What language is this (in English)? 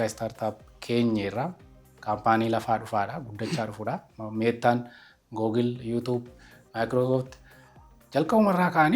Oromo